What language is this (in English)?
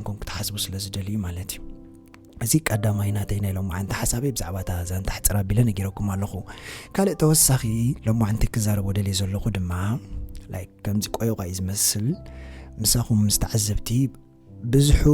Tigrinya